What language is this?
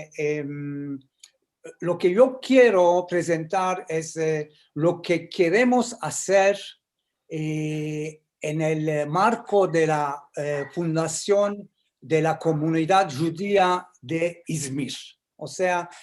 Ladino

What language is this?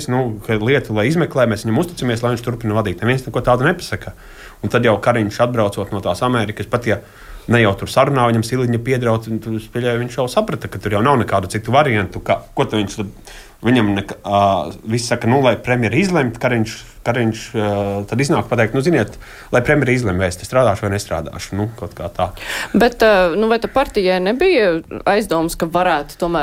Latvian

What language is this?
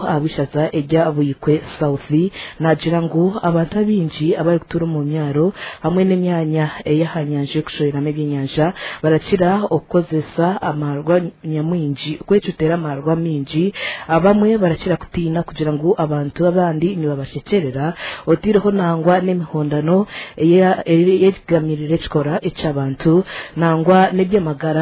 Nyankole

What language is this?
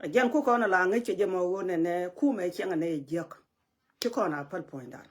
Nuer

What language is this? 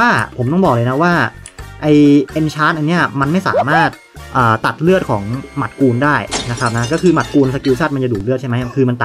Thai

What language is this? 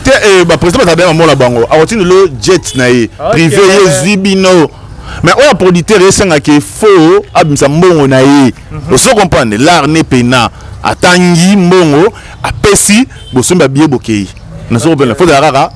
Lingala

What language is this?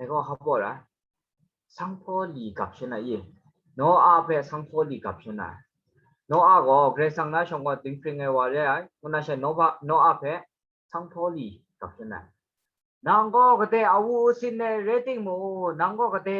Kachin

